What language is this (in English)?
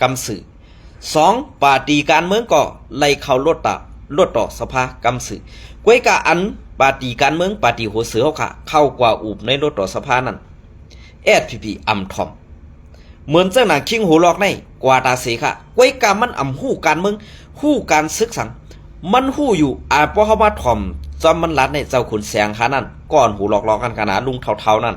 Shan